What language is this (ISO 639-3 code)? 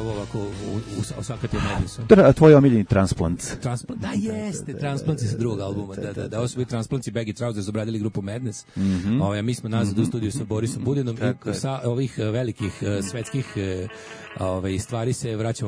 srp